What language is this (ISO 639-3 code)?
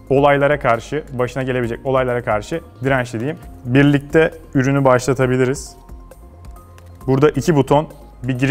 tur